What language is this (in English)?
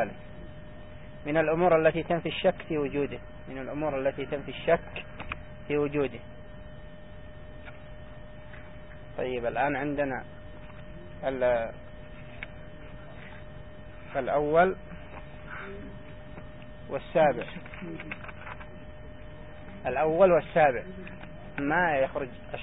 Arabic